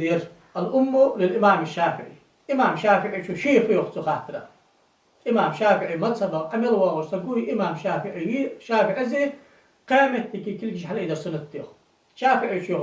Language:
Ingush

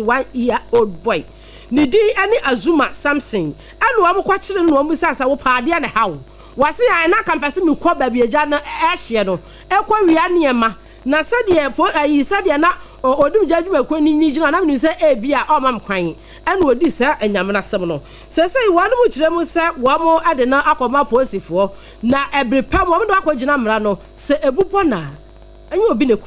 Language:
Akan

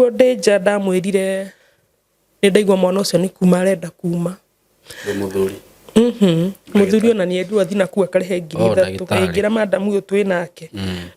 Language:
Kikuyu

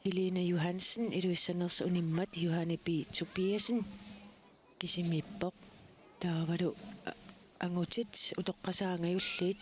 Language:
Kalaallisut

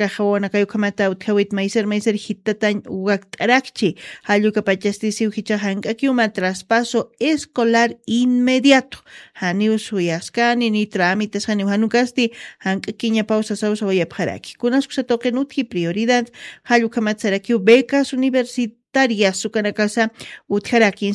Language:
Aymara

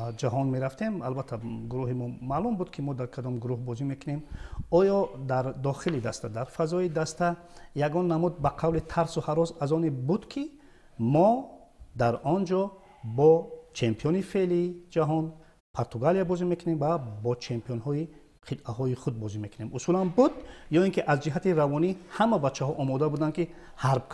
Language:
Tajik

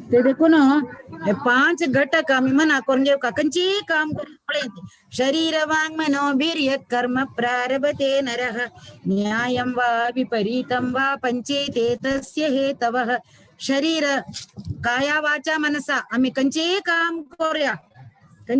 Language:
Konkani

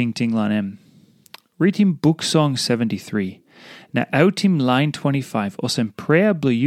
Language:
Tok Pisin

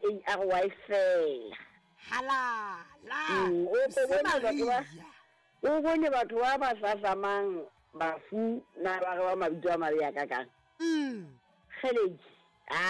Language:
Southern Sotho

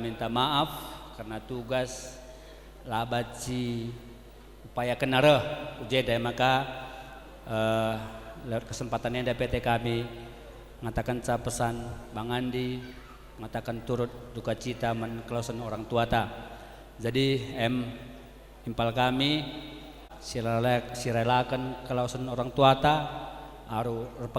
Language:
Batak Karo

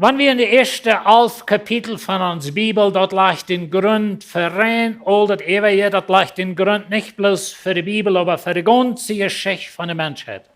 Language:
Plautdietsch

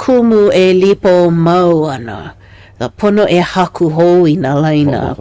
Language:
Hawaiian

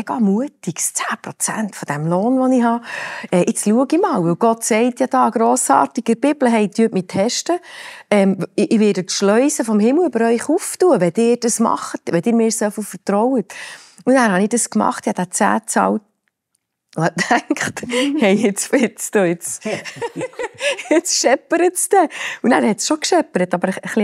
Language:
Swiss German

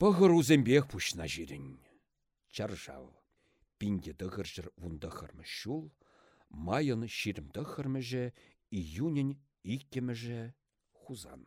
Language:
Chuvash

